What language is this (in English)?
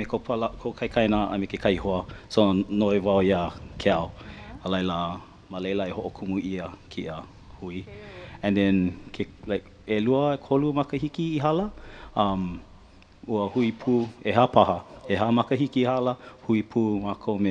Hawaiian